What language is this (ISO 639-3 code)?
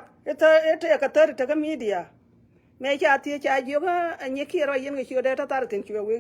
nus